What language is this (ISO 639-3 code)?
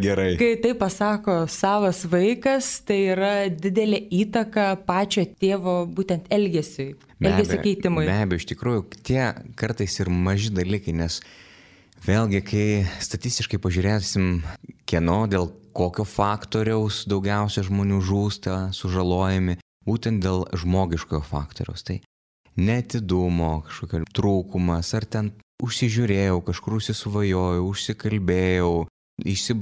lit